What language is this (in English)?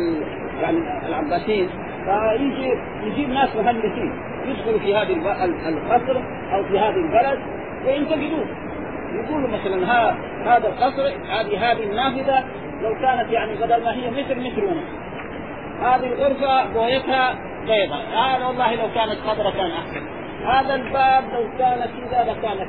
Arabic